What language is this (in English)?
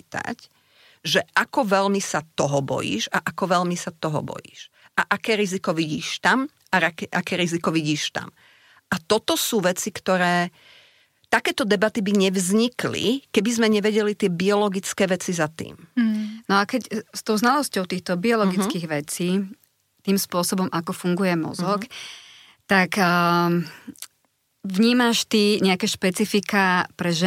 Slovak